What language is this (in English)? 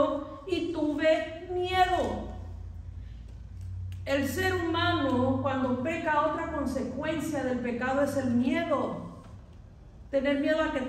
Spanish